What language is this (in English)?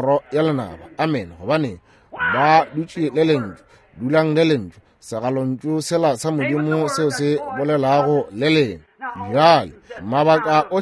Northern Sotho